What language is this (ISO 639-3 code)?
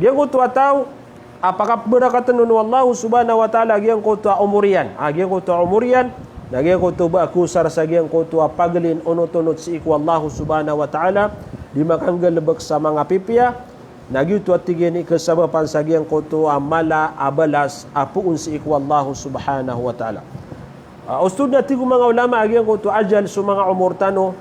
mrw